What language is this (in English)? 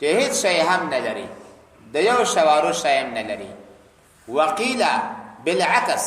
Pashto